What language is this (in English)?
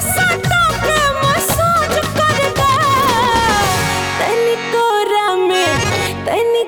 Bhojpuri